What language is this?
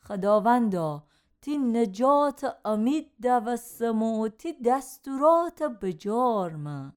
Gilaki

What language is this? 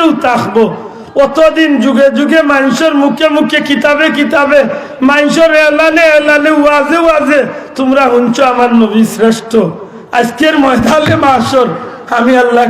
Sylheti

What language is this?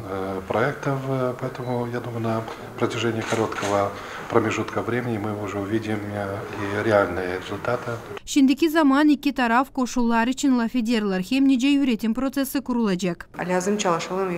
Gagauz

